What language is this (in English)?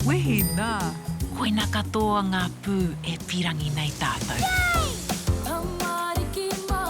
Māori